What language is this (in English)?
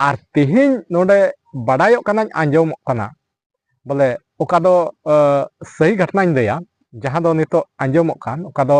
Santali